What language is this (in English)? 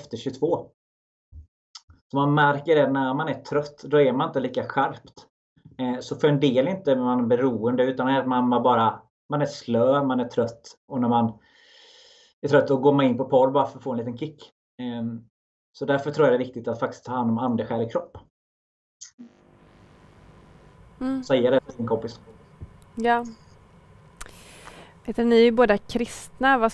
Swedish